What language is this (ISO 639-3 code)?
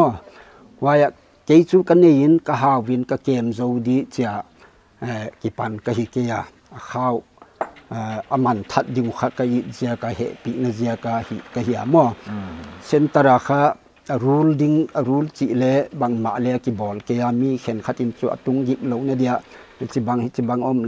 pck